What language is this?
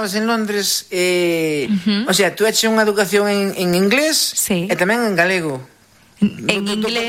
Galician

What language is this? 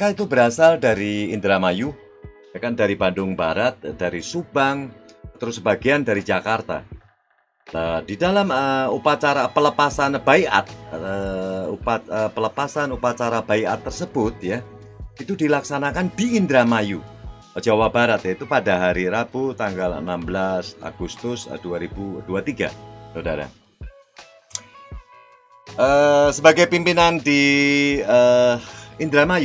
Indonesian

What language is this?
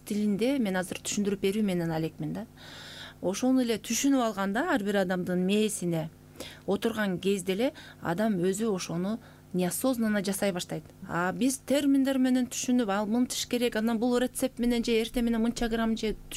Kyrgyz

